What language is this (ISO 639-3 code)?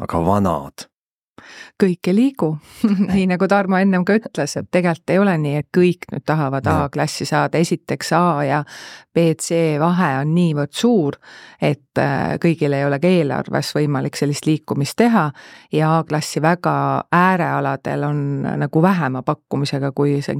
est